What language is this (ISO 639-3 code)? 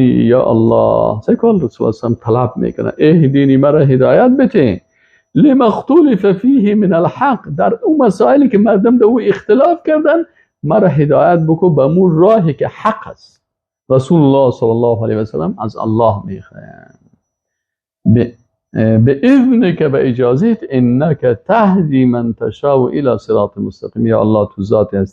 fas